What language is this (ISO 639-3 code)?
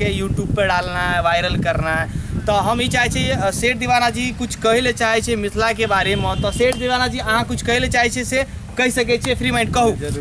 mai